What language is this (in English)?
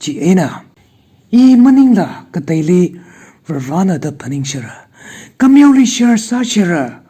Tangkhul Naga (India)